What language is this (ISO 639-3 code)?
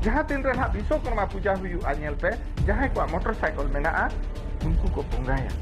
sat